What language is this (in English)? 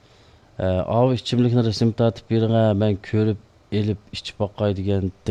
Uyghur